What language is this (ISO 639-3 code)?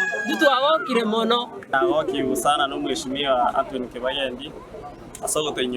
guz